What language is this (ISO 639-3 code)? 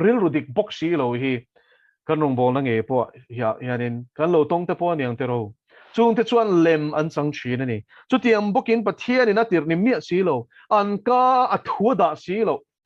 lus